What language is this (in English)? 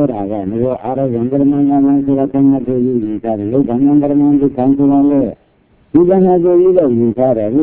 Burmese